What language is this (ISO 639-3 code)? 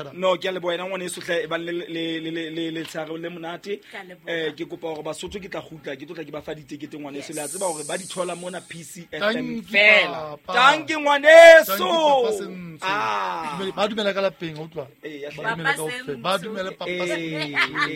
sot